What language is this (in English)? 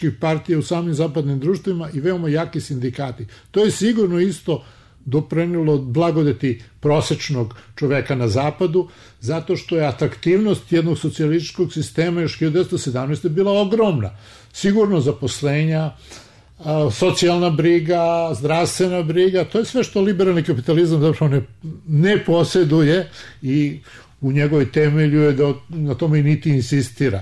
Serbian